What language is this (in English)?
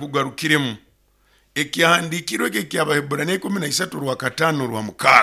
Nyoro